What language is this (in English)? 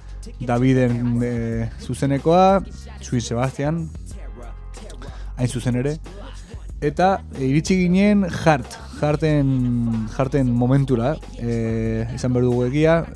Basque